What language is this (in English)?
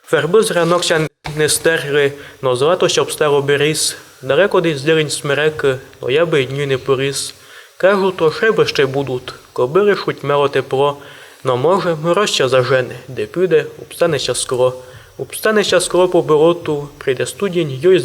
Rusyn